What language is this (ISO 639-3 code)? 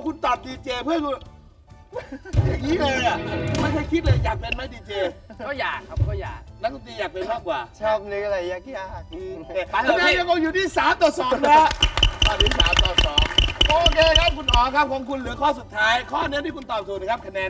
tha